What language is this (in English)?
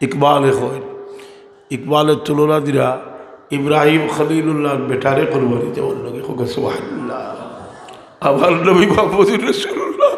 Sylheti